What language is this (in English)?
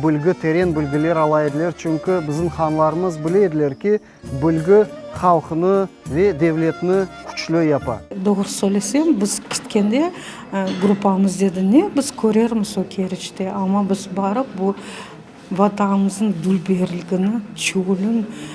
Crimean Tatar